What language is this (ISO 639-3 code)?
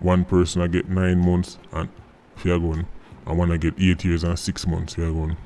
jam